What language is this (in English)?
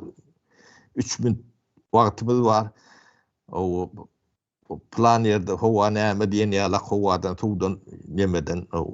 Turkmen